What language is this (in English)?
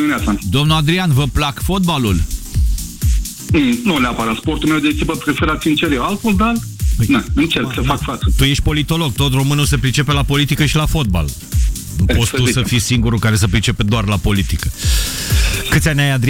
Romanian